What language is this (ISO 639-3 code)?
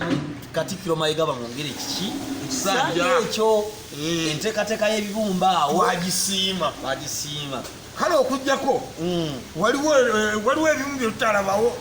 lug